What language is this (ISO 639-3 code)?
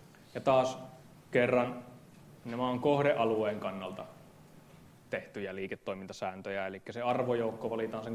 fin